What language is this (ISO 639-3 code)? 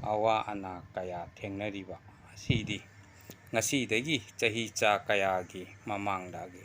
mni